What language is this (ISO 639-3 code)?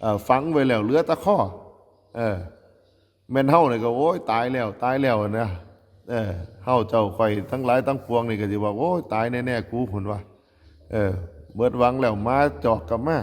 tts